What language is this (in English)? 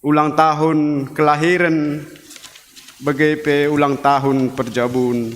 Batak Karo